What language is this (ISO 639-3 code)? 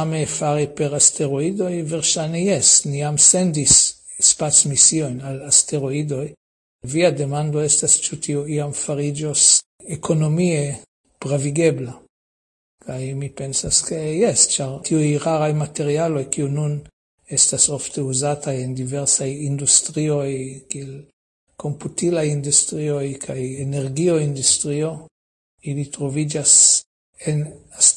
epo